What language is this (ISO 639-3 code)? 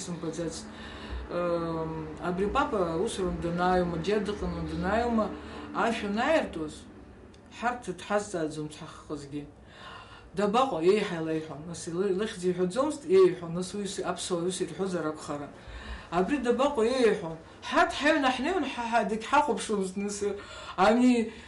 abk